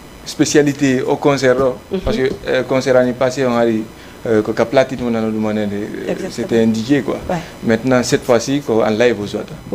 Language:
Fula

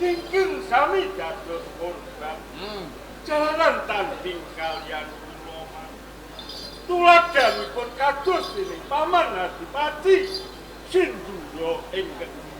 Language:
Javanese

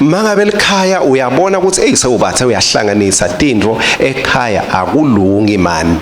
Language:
Swati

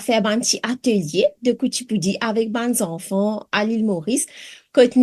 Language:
Morisyen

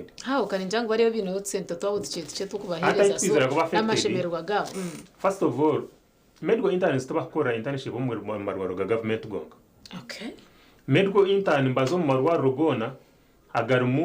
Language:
Nyankole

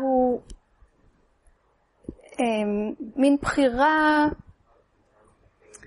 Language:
Hebrew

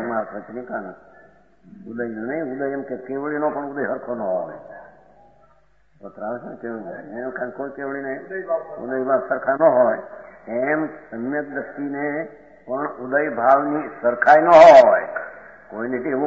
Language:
Gujarati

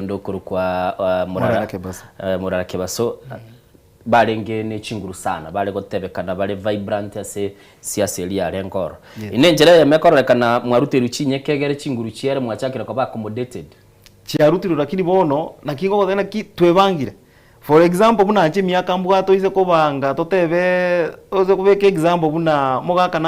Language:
Gusii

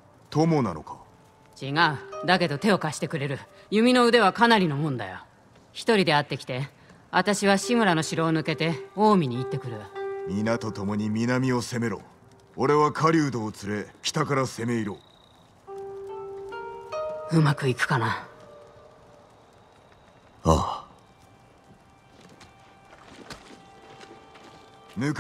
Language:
Japanese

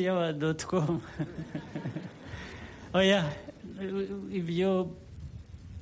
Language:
Kinyarwanda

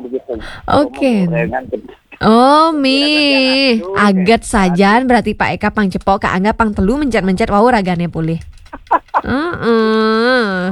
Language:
Balinese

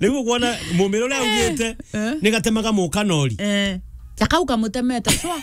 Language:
Meru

